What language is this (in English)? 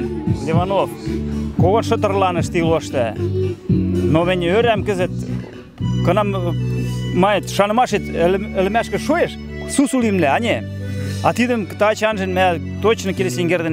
Western Mari